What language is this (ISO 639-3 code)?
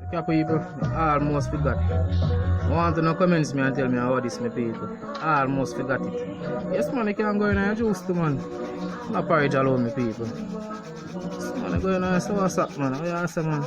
jam